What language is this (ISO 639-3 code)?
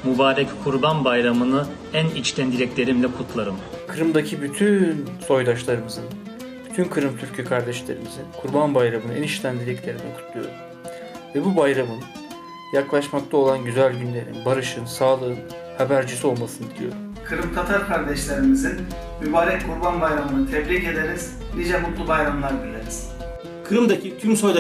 crh